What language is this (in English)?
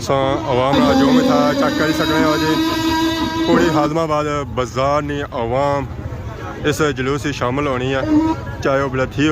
Pahari-Potwari